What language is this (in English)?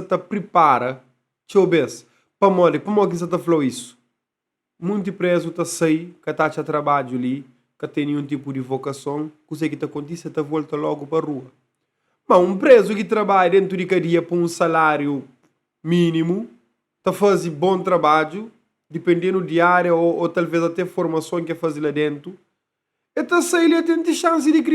Kabuverdianu